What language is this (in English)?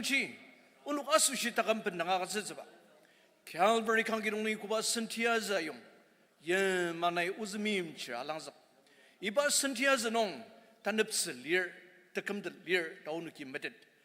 Ao Naga